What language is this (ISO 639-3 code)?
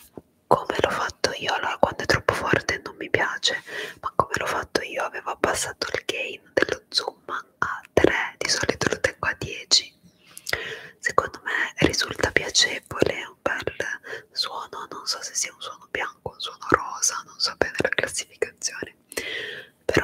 ita